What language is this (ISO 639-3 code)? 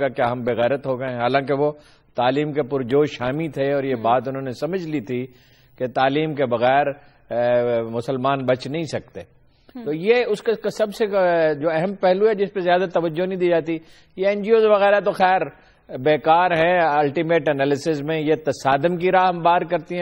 urd